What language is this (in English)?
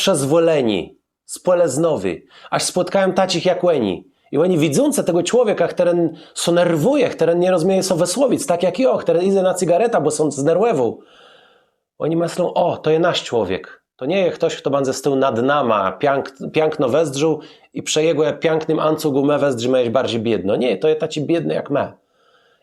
Kashubian